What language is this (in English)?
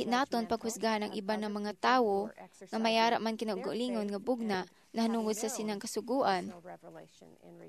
Hiligaynon